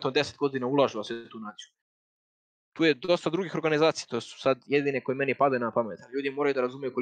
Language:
Serbian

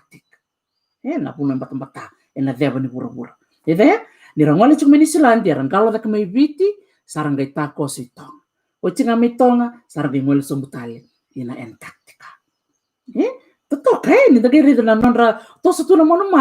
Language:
Fijian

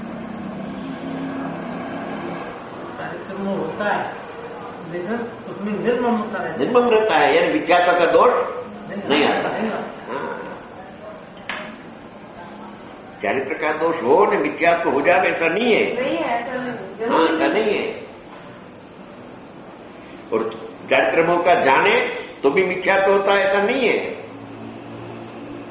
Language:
Gujarati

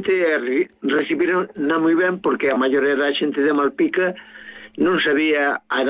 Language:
Galician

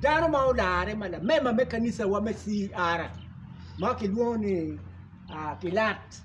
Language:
Acoli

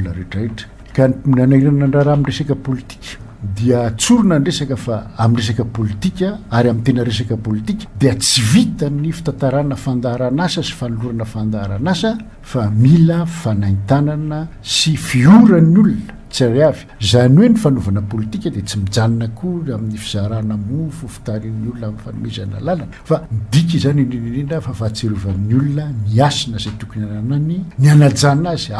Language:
Malagasy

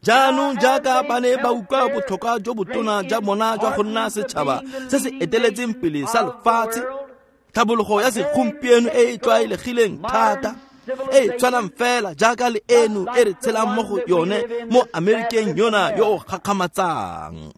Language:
Tswana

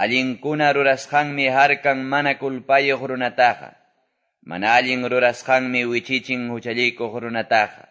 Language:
Quechua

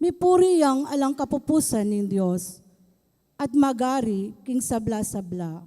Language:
Pampanga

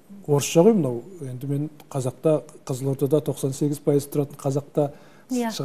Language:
Kazakh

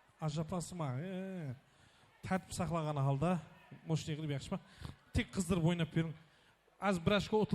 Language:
Kara-Kalpak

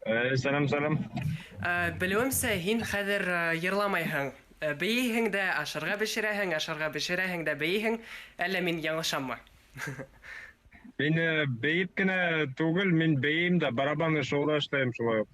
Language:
Bashkir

